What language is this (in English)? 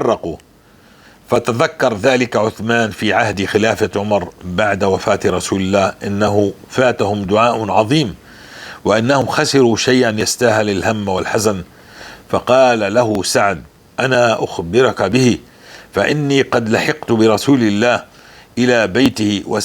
North Levantine Arabic